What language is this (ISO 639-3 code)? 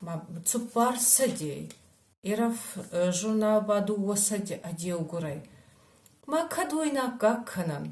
oss